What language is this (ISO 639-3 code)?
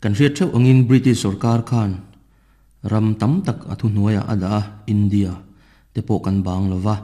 lus